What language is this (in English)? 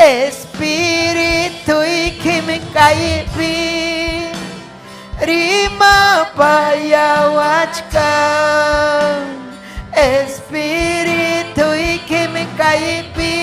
Ayacucho Quechua